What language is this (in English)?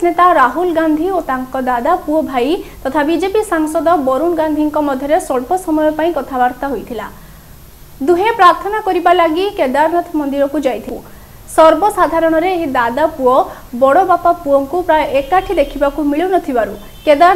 Odia